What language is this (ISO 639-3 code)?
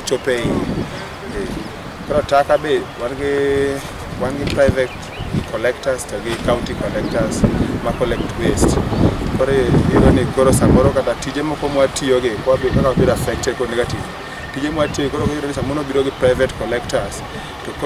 luo